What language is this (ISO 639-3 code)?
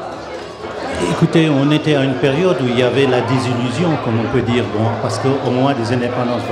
fra